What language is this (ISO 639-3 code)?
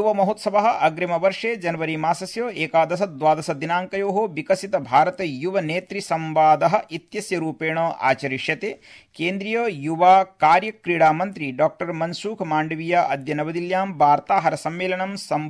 san